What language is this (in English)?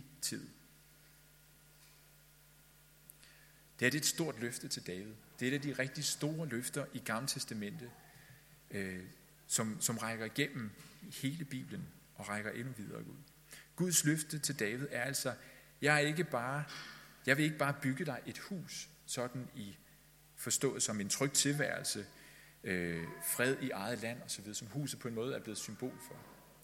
Danish